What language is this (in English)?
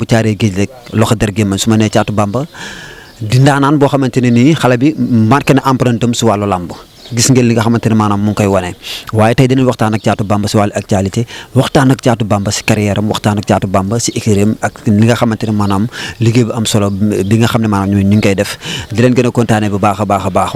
Wolof